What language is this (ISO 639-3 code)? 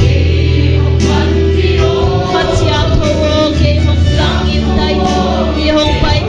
pck